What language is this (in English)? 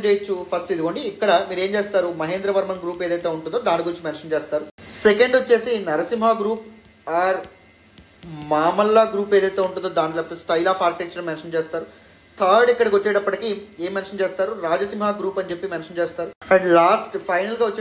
Telugu